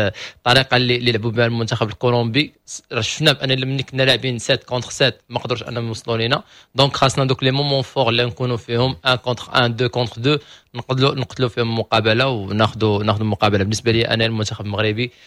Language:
Moroccan Arabic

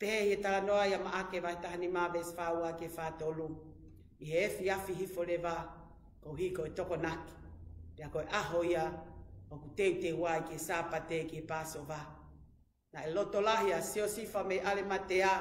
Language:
Tongan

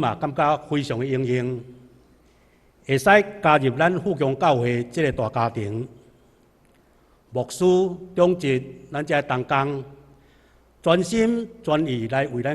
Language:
Min Nan Chinese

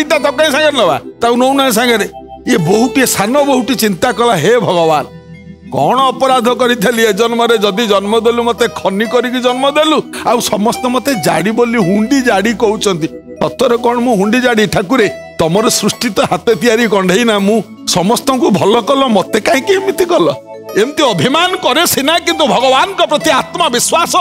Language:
Odia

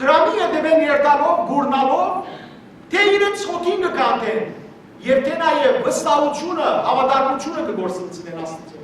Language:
Western Armenian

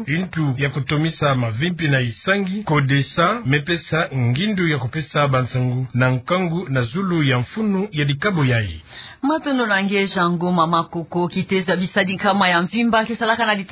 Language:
Kituba (Democratic Republic of Congo)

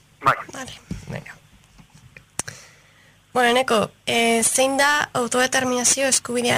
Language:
Basque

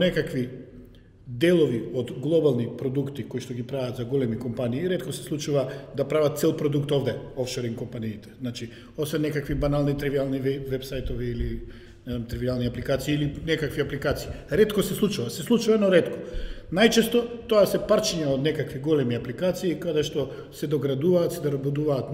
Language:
Macedonian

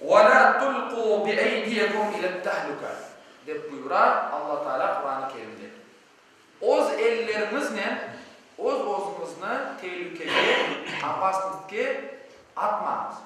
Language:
Crimean Tatar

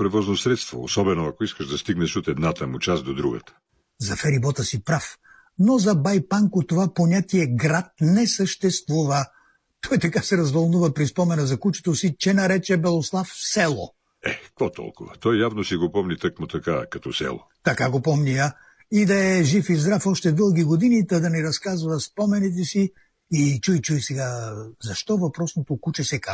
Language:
Bulgarian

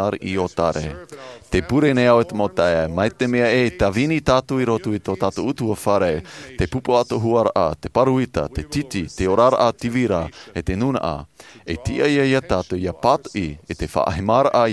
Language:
Tahitian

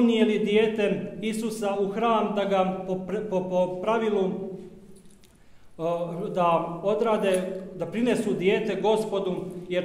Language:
Serbian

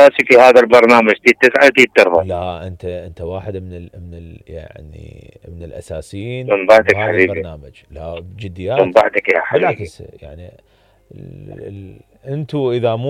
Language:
Mesopotamian Arabic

